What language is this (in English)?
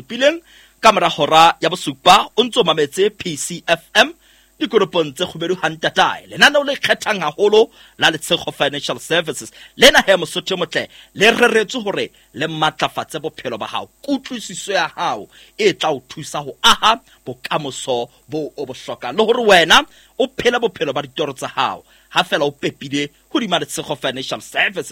Southern Sotho